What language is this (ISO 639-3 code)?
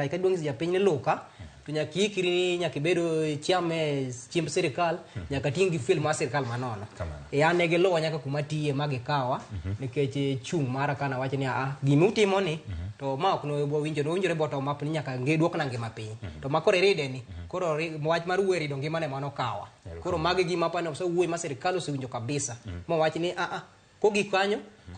luo